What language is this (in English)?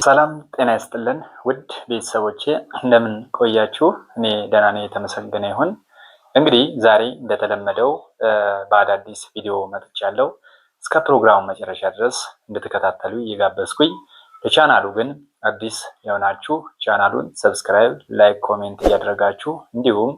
Amharic